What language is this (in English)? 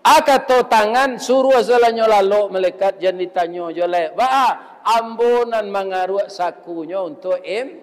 Minangkabau